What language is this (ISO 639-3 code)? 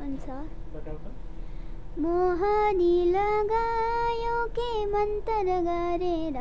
nep